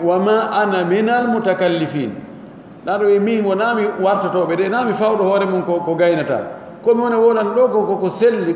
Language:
Pular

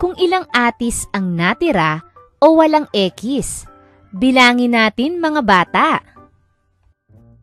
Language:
Filipino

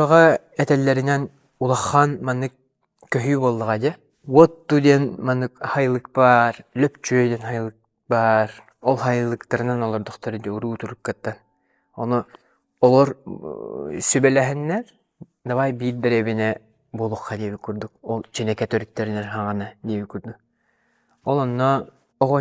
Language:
Yakut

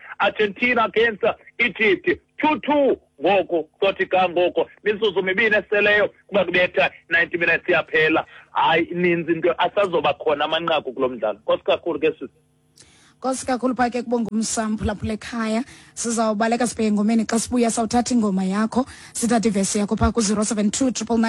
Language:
Xhosa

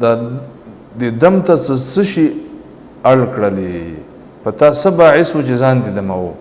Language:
Pashto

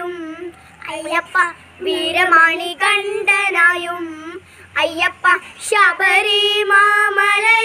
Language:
Malayalam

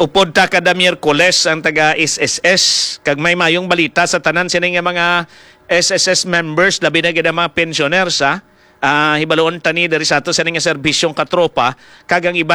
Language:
Hiligaynon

